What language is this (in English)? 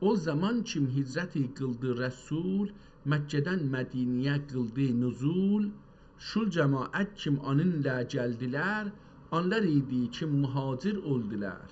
South Azerbaijani